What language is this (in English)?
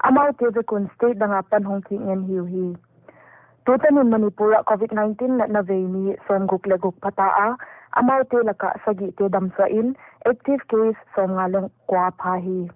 Paite Chin